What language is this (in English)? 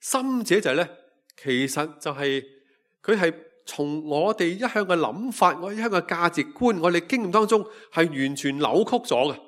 Cantonese